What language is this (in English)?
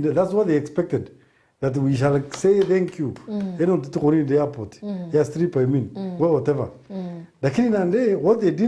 Meru